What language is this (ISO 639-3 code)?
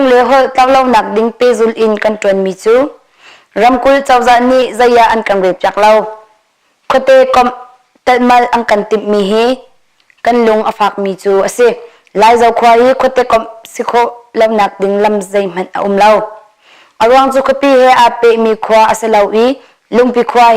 cnh